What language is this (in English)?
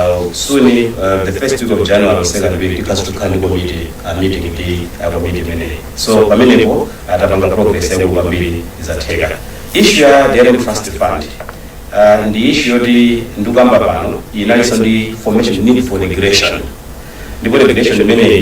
Nyanja